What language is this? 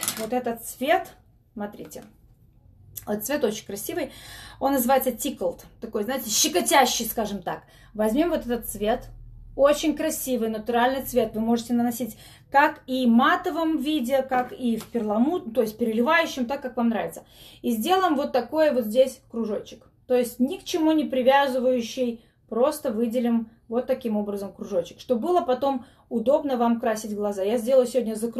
Russian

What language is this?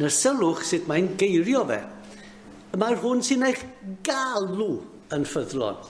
Welsh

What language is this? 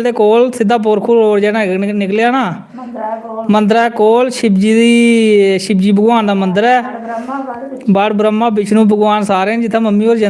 Dogri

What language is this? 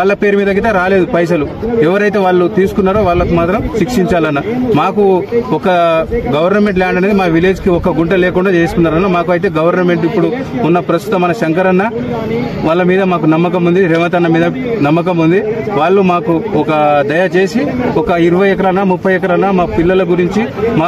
Telugu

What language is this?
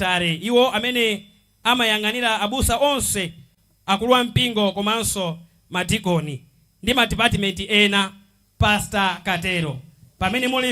Nyanja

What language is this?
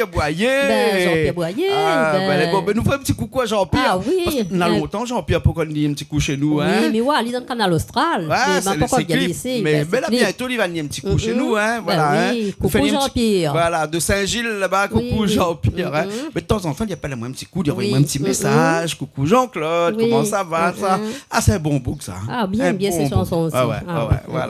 Réunion Creole French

